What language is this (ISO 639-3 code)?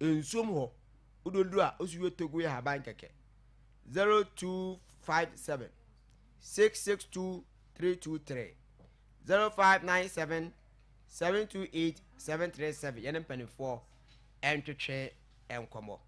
aka